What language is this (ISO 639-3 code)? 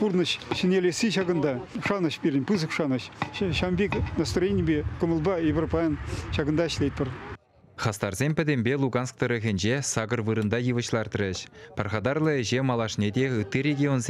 chv